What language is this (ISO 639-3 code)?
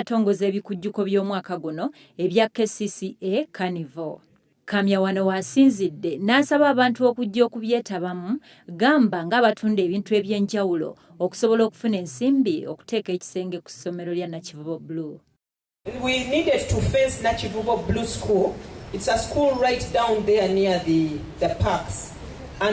lug